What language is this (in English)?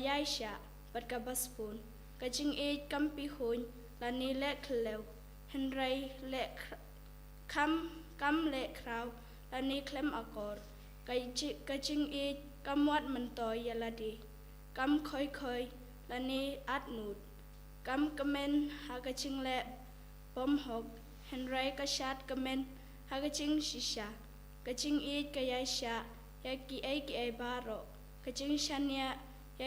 Khasi